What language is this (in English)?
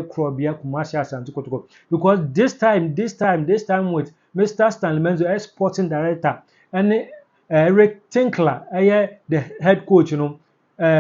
Akan